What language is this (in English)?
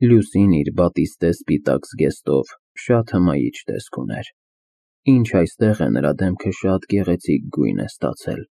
Armenian